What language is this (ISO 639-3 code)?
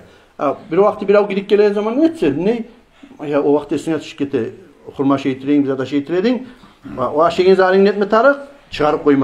kum